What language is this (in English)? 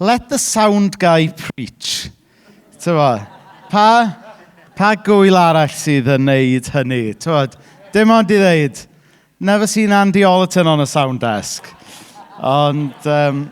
Welsh